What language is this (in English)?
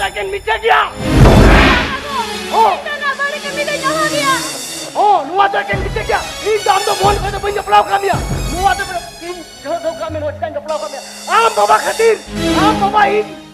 Santali